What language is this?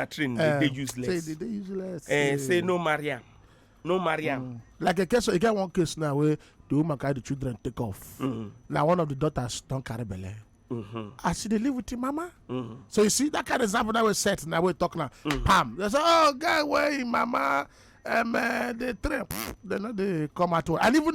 Nigerian Pidgin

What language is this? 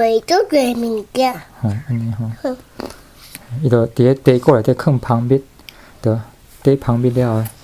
Min Nan Chinese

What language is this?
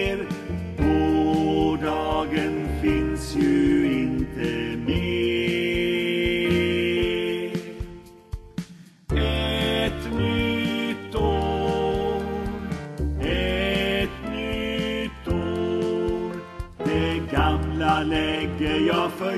Swedish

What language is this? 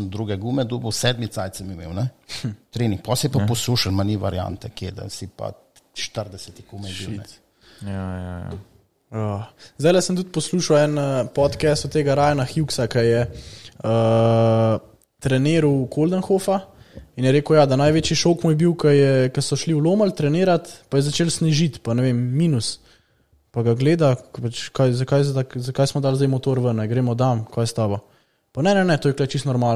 Slovenian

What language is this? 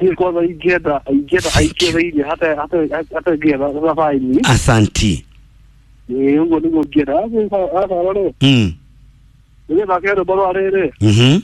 Kikuyu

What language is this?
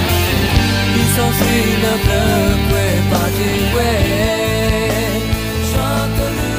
S'gaw Karen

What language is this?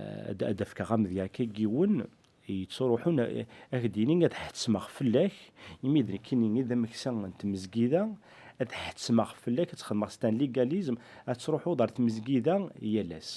Kabyle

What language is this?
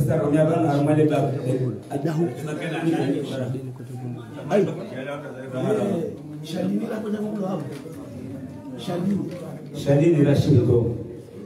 Swahili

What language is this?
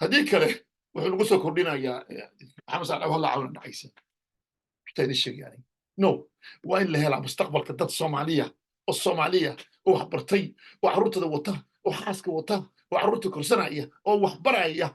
Somali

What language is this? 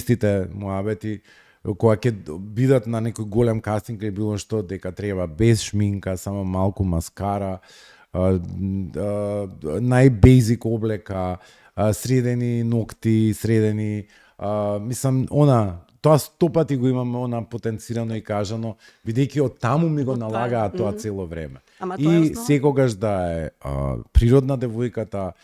Macedonian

